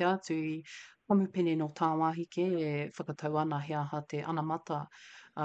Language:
Māori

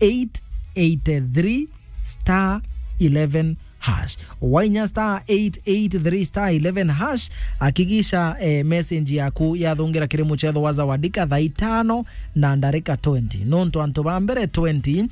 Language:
Meru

